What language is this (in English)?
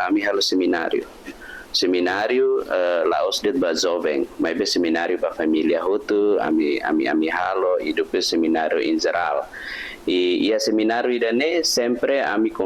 Tetum